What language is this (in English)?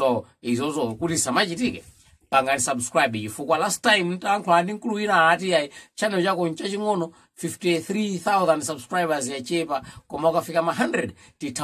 Nyanja